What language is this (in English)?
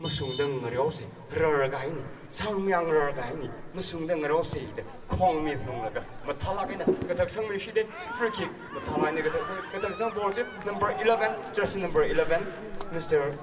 Tangkhul Naga (India)